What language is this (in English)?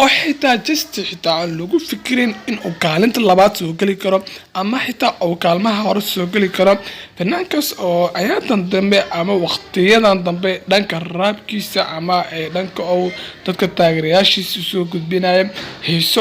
Somali